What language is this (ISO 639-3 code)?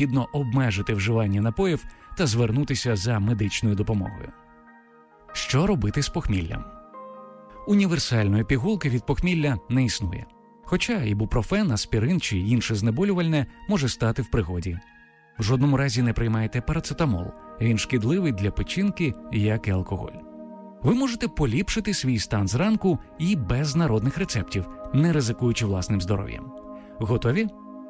ukr